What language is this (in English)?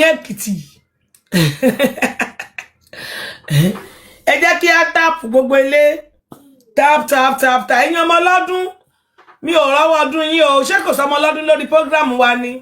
Yoruba